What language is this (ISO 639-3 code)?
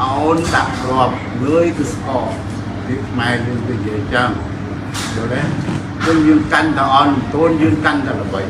khm